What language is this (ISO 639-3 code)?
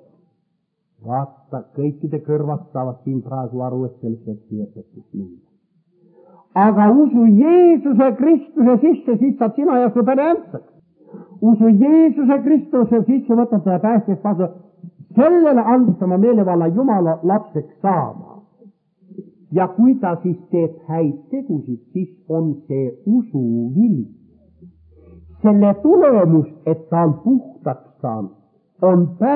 est